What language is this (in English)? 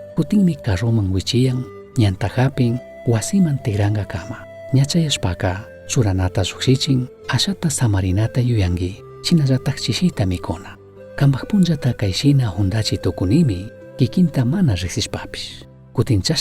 Chimborazo Highland Quichua